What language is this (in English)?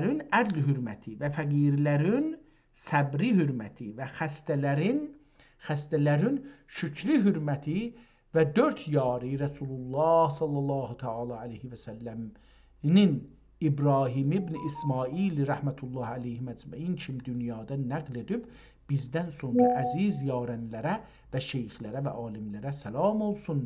South Azerbaijani